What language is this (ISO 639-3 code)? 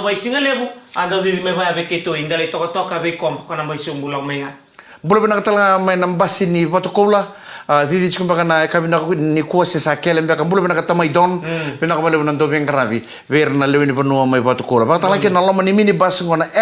fij